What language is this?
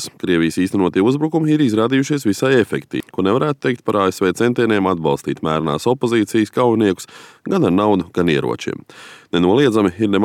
Latvian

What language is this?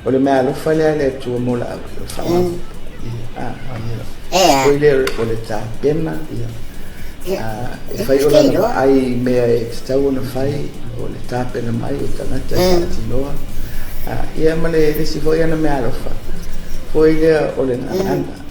Samoan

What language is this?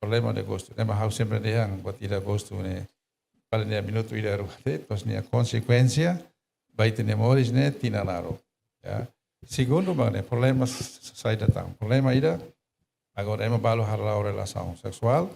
Tetum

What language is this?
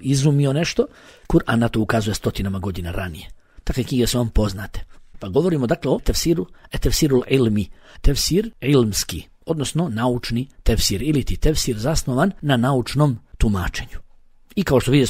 Bosnian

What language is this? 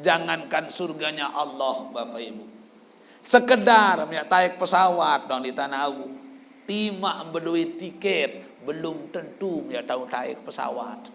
Sasak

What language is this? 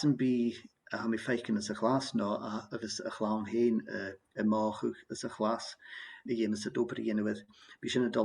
Scottish Gaelic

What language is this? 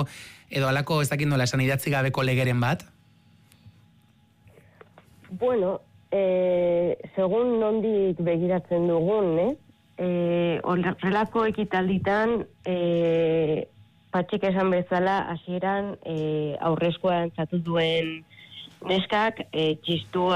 Basque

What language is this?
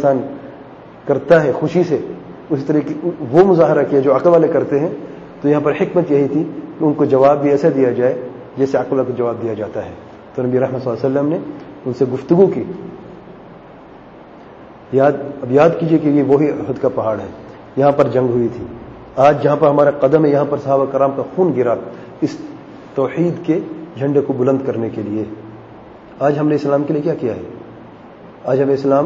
Urdu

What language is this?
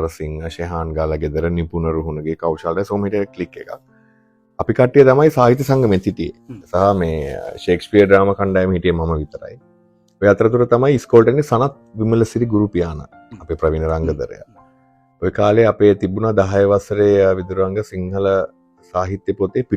Sinhala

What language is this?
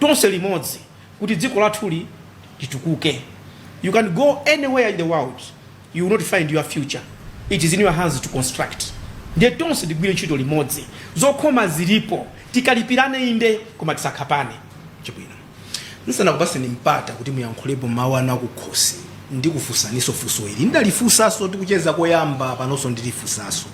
Nyanja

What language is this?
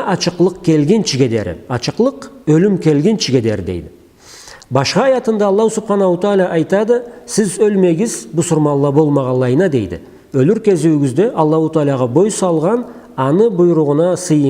Karachay-Balkar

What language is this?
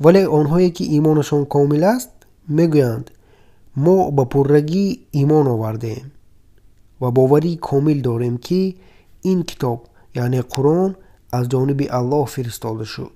Tajik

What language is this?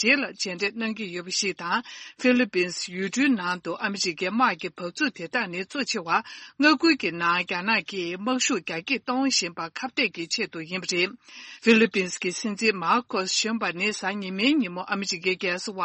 Tibetan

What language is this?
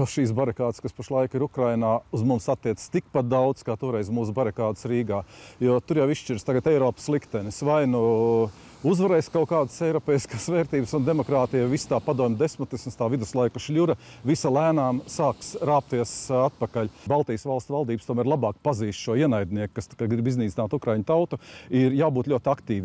Latvian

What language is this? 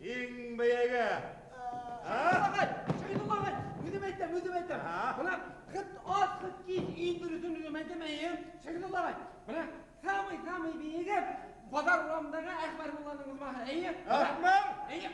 Bashkir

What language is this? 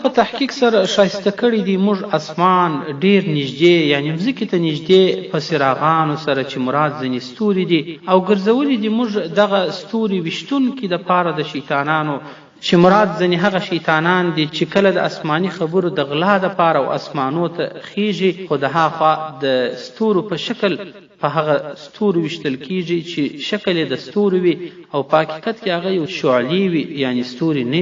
Pashto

